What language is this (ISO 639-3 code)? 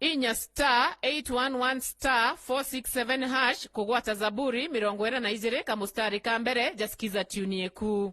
mer